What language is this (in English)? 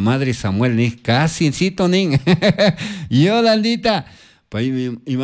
Chimborazo Highland Quichua